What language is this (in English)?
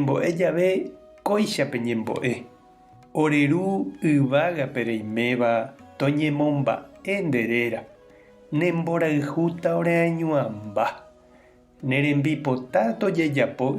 Guarani